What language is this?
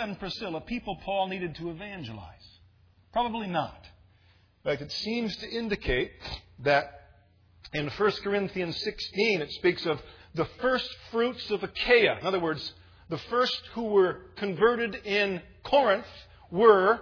English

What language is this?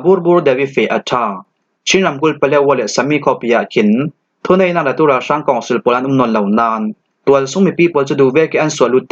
Falam Chin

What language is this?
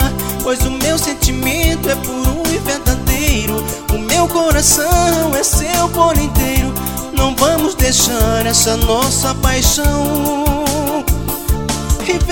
Portuguese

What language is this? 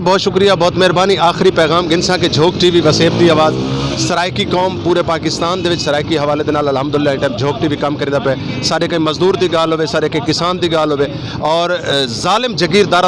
Saraiki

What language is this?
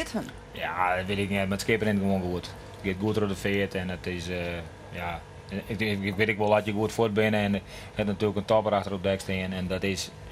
Western Frisian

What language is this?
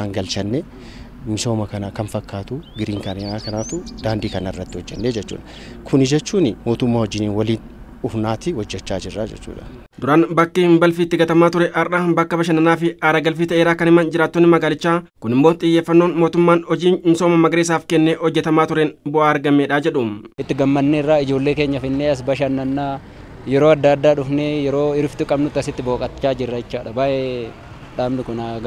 Oromo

